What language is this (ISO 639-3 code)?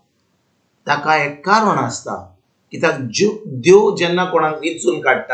kok